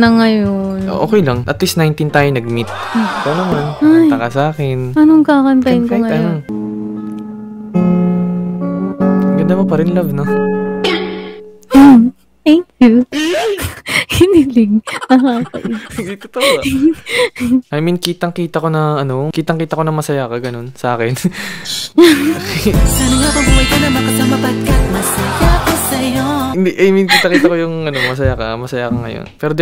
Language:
Filipino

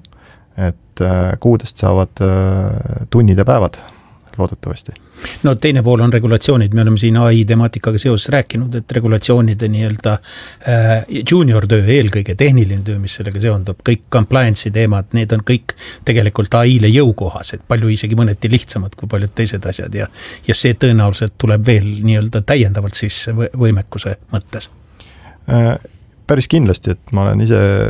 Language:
Estonian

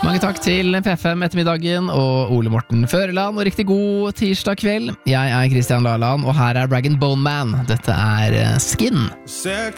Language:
Norwegian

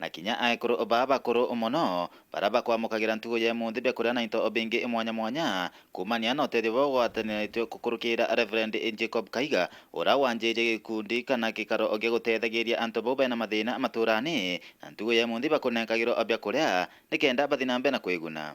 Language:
Meru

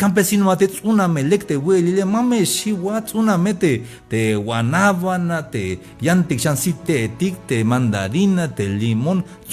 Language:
Tzeltal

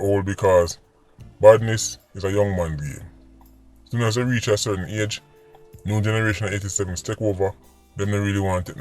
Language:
Jamaican Creole English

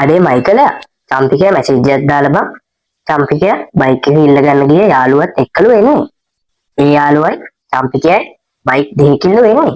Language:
Sinhala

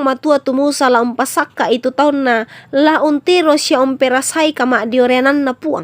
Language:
Toraja-Sa'dan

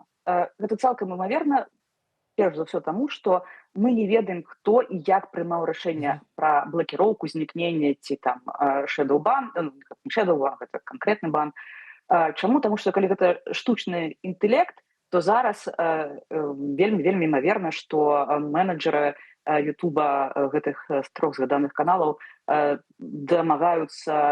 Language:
Belarusian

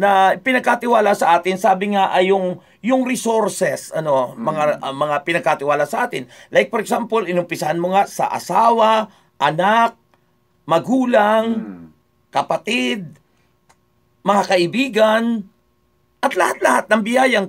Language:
Filipino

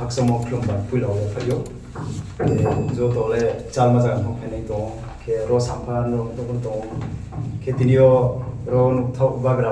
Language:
Riang (India)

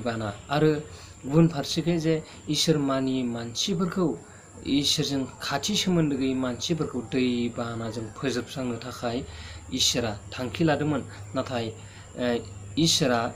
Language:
Bodo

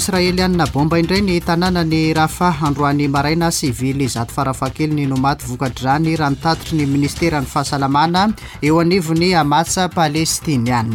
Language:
Malagasy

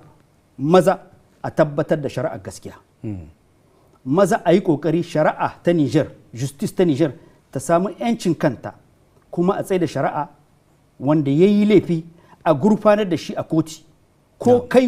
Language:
Hausa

